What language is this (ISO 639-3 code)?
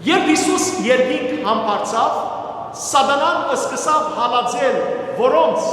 hyw